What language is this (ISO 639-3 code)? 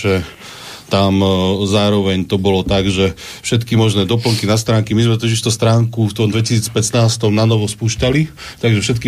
slk